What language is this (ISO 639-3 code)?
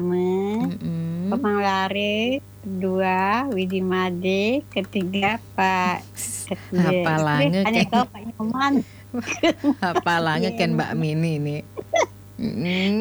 ban